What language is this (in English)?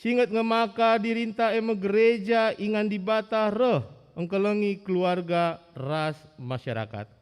Batak Karo